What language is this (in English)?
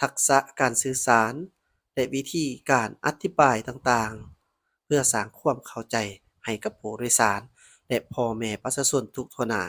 Lao